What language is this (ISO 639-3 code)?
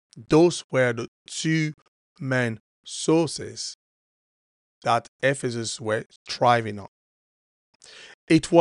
eng